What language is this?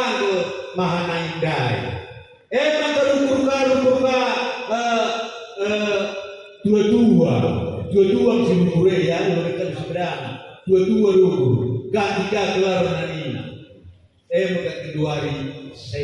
Batak Karo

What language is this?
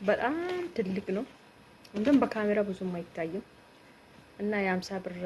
Amharic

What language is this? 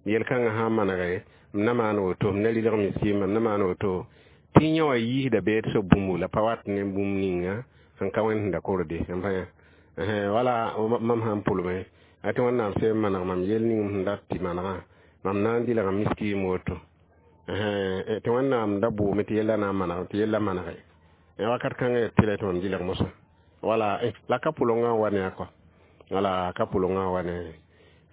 Mossi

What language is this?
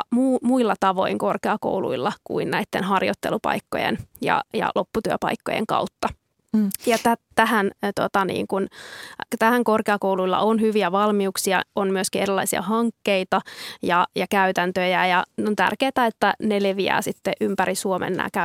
Finnish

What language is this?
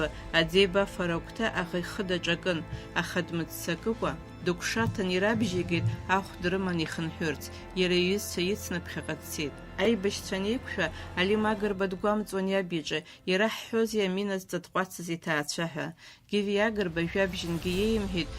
Abkhazian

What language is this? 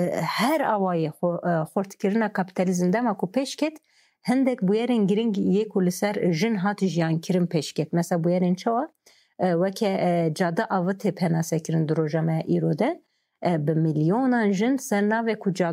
Kurdish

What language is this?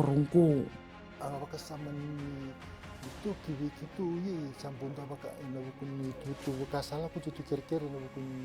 Fijian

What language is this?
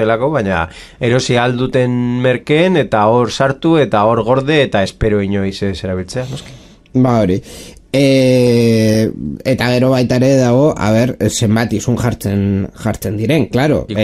Basque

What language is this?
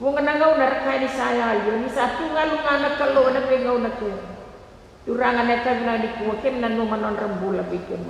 Fijian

